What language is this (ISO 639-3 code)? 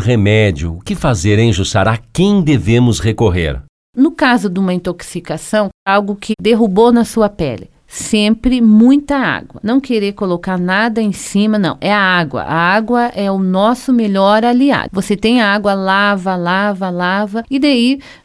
por